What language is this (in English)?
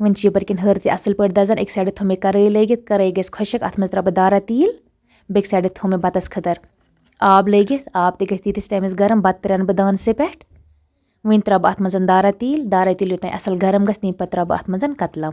Kashmiri